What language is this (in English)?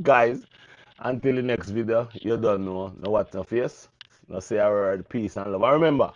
Jamaican Creole English